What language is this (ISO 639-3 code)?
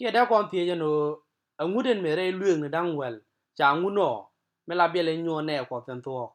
nus